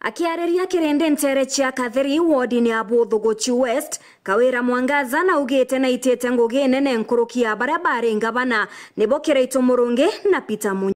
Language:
Meru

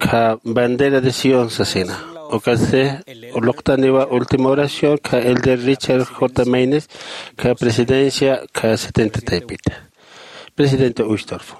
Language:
Aymara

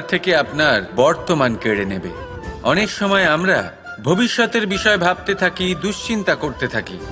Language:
Bangla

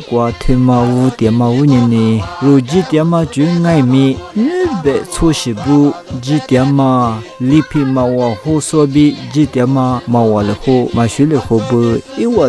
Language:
Lisu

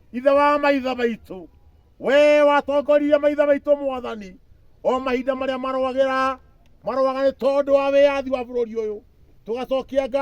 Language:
Kikuyu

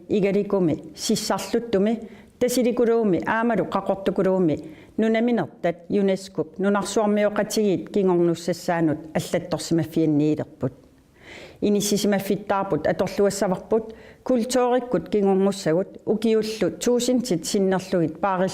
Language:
Kalaallisut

